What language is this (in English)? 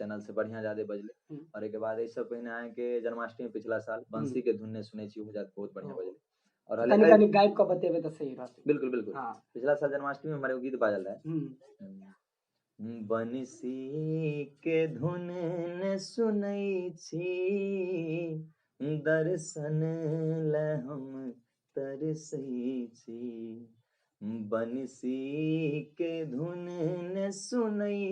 Maithili